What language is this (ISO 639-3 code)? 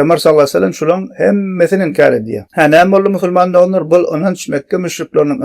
tuk